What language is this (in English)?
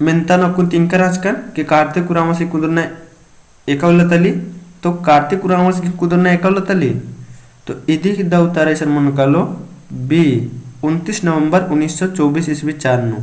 Kurukh